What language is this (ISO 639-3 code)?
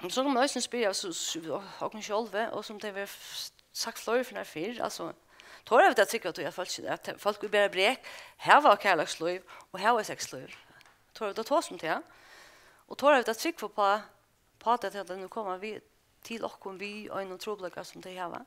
fao